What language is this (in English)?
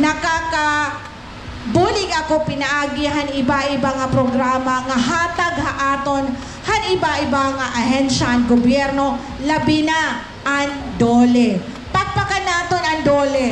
Waray